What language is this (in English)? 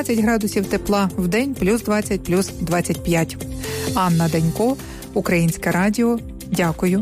Ukrainian